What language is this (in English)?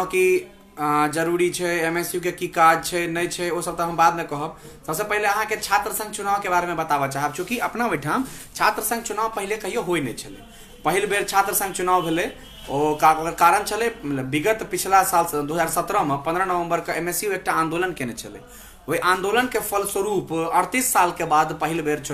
Maithili